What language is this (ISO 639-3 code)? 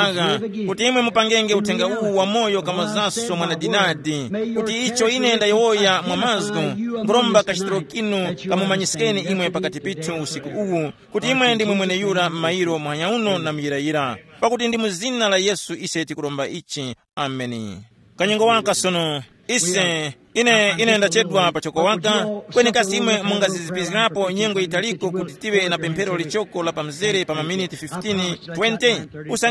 tum